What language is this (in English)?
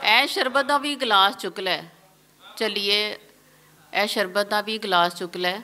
Western Panjabi